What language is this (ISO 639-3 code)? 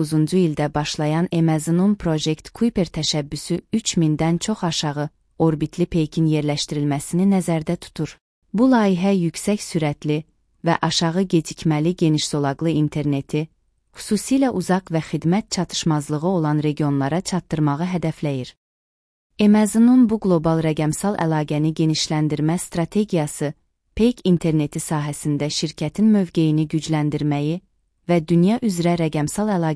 aze